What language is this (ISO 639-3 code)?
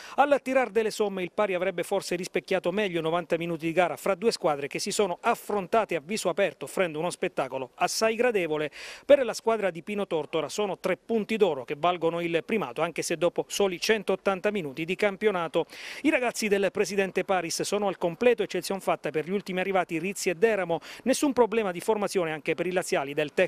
ita